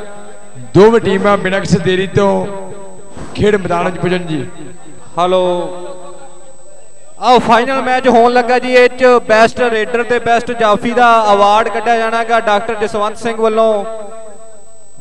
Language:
Punjabi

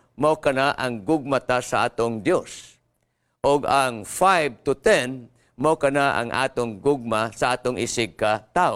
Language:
Cebuano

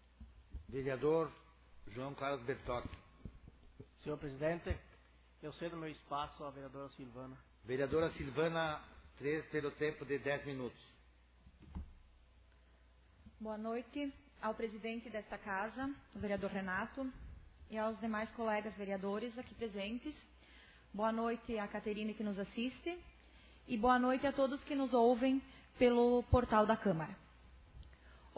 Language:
Portuguese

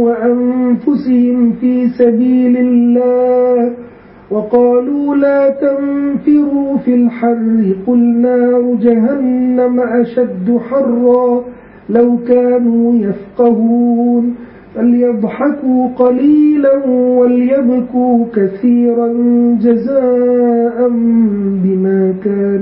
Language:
Arabic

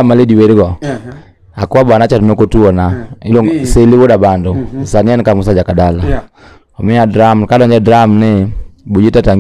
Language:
Luo (Kenya and Tanzania)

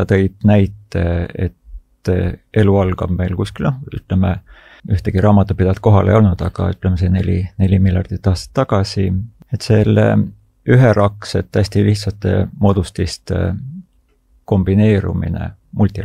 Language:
Estonian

